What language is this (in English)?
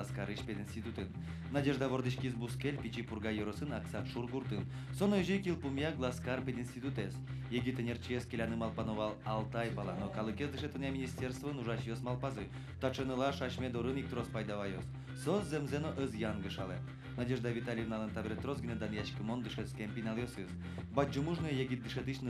Udmurt